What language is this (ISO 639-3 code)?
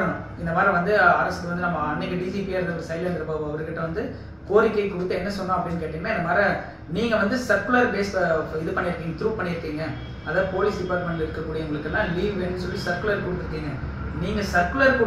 tam